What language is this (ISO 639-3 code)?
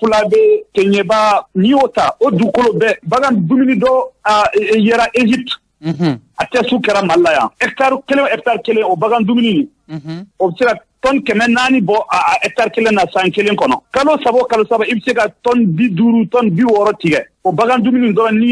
bam